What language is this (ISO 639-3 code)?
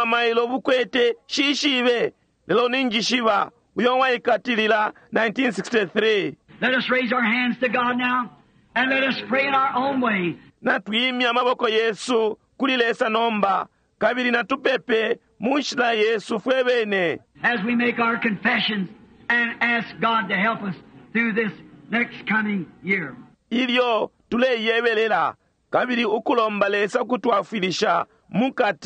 bem